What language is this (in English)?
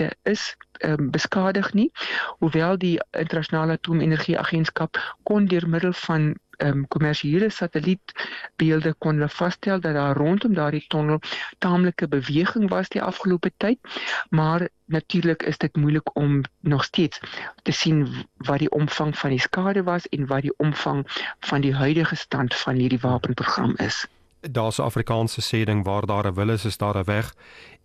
Afrikaans